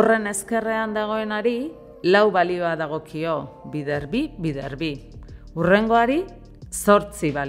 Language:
Basque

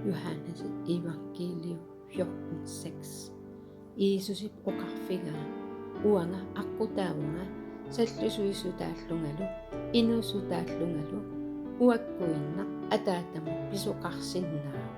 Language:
Kalaallisut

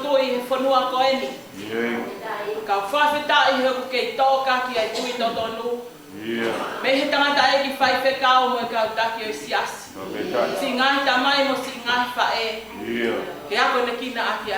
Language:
Tongan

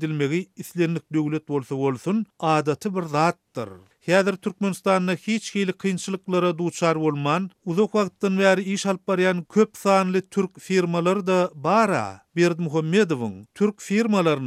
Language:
Turkmen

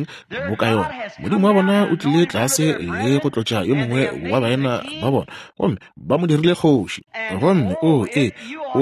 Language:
Northern Sotho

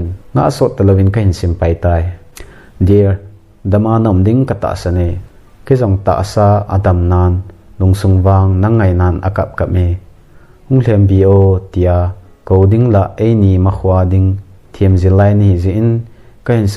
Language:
Thado Chin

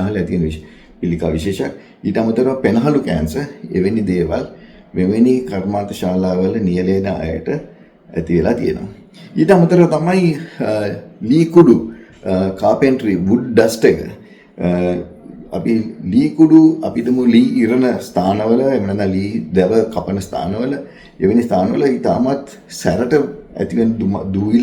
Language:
Sinhala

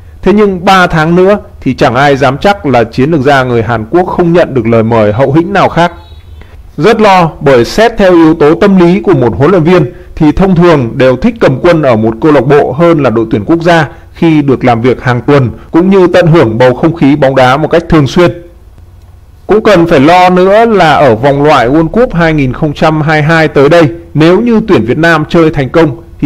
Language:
Vietnamese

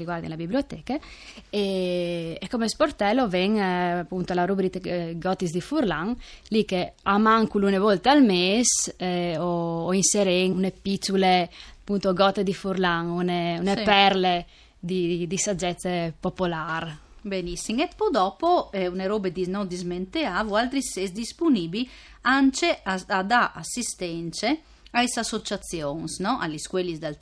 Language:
Friulian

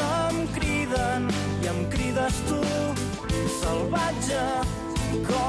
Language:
Catalan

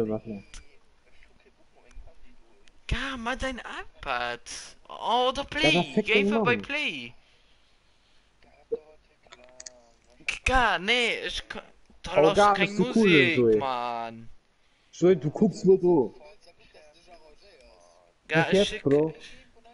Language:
German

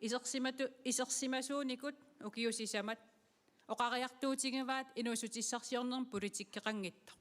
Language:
Kalaallisut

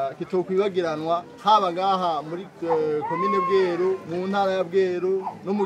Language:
Rundi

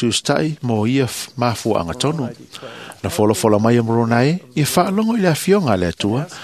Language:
Samoan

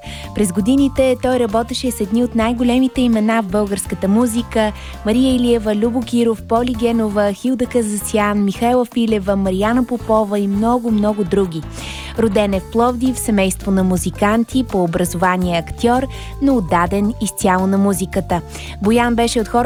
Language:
Bulgarian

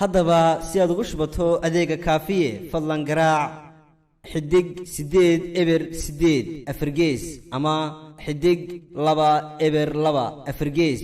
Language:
Somali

